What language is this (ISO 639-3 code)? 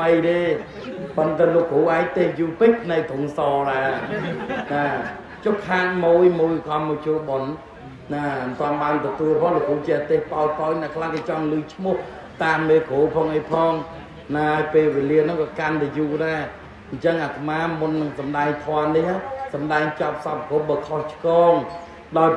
khm